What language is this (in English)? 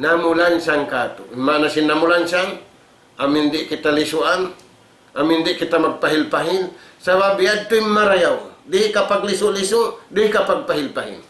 Tausug